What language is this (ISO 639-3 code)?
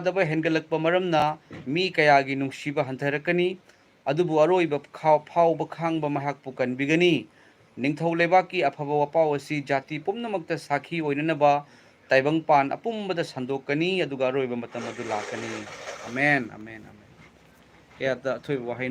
mni